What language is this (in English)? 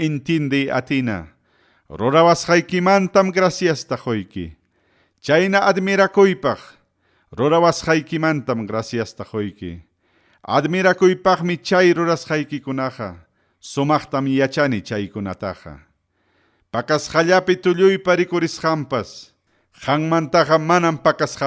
Ayacucho Quechua